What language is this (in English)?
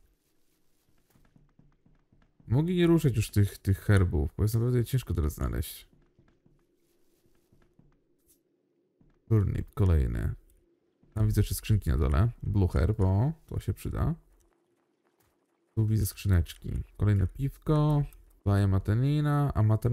Polish